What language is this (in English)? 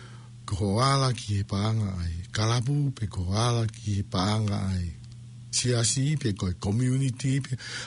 Tongan